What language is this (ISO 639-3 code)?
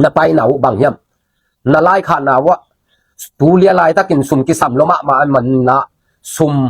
ctd